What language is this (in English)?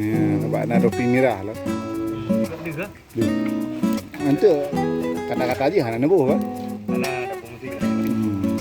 Achinese